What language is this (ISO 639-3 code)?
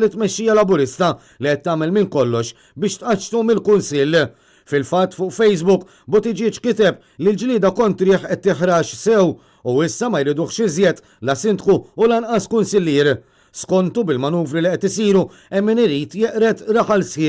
mlt